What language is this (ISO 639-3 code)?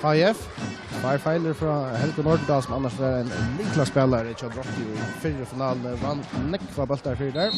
fao